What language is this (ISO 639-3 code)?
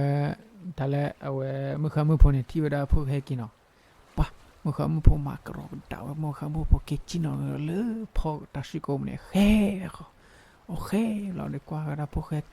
ksw